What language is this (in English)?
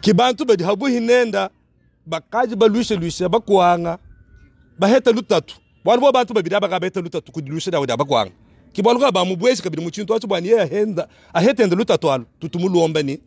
Luba-Lulua